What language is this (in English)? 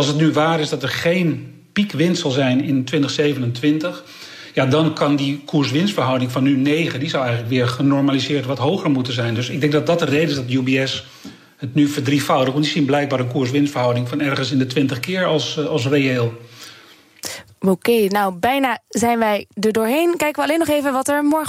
Dutch